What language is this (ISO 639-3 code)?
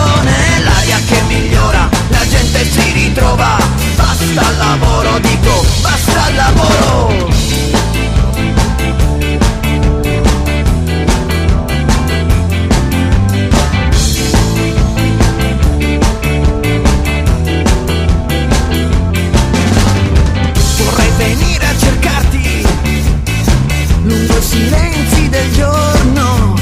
ita